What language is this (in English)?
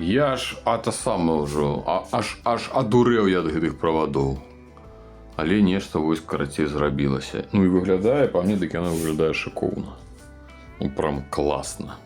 Belarusian